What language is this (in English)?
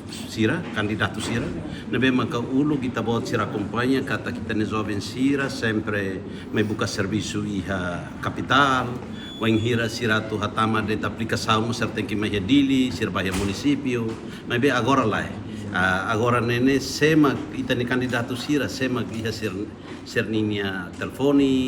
Tetum